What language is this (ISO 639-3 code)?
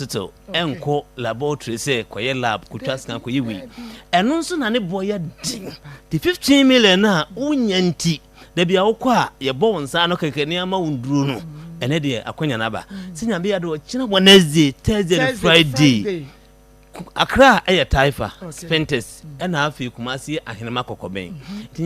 aka